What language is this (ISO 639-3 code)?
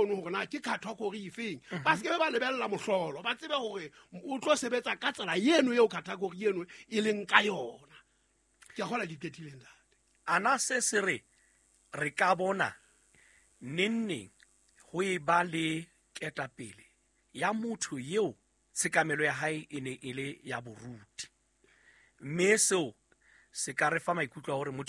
sot